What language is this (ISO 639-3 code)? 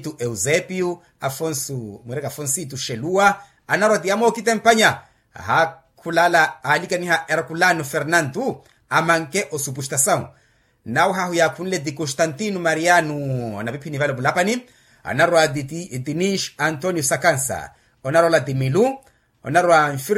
vmw